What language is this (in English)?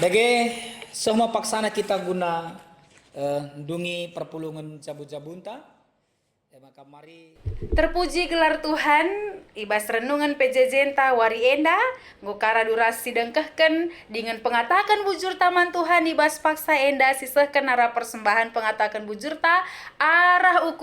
Batak Karo